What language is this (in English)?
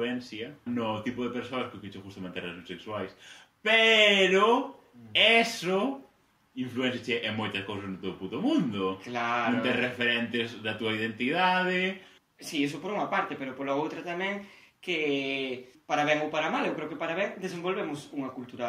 Galician